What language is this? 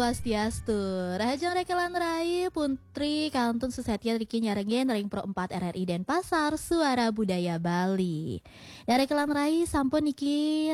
Balinese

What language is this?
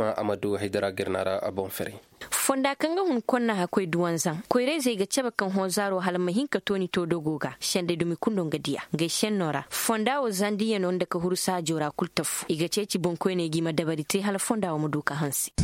Koyraboro Senni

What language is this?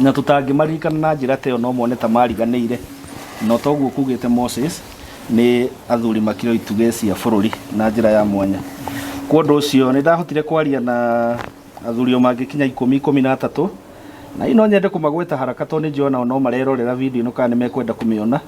Kikuyu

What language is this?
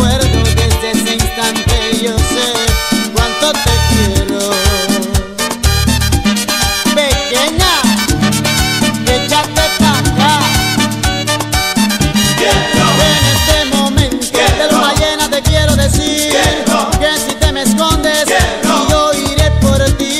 Spanish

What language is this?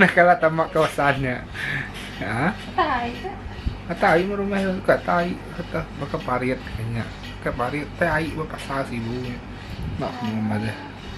Iban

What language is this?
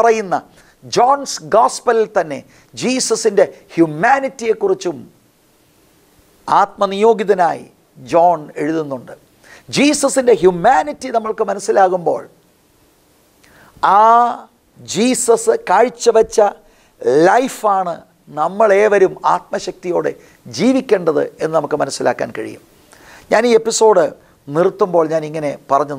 Malayalam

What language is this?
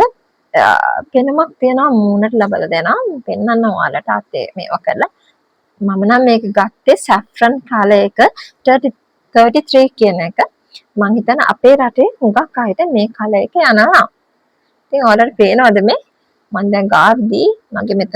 Sinhala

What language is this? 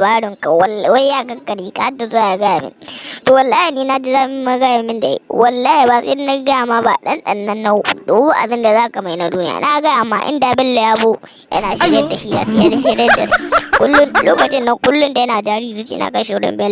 Hausa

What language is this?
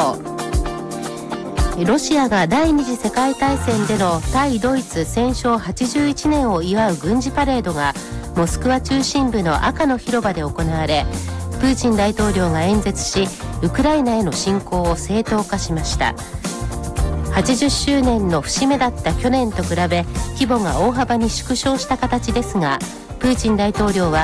Japanese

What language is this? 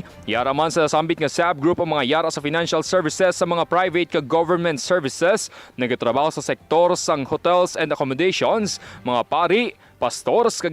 Hiligaynon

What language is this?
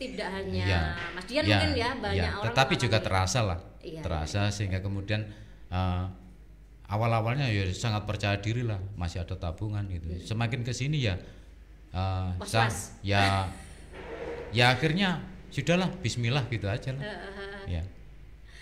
Indonesian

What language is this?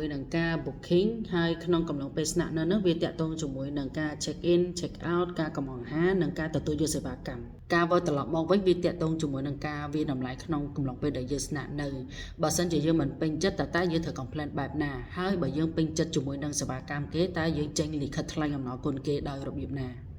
Khmer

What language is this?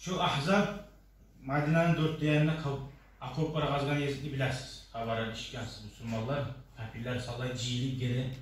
Kumyk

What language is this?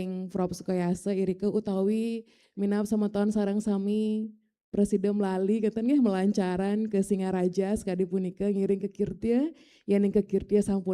Balinese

